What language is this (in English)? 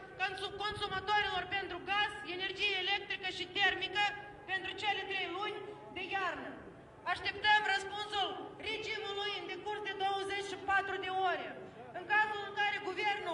Romanian